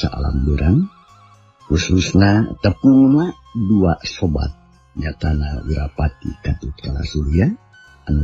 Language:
Sundanese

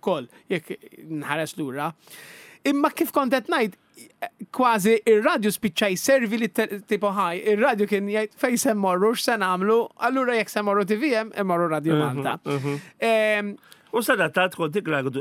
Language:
Maltese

